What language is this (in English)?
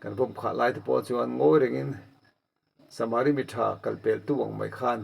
Mizo